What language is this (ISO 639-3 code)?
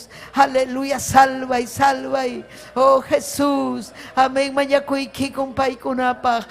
quy